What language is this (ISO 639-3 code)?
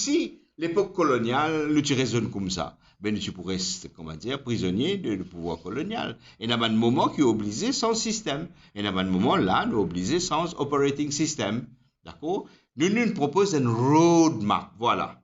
mfe